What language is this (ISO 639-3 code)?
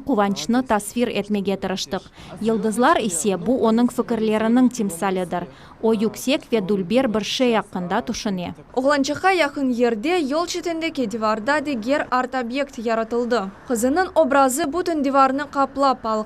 crh